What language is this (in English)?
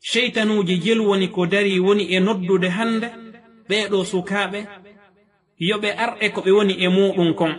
Fula